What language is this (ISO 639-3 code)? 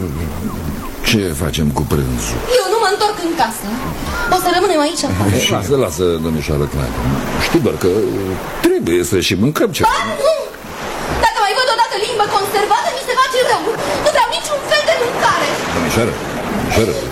ron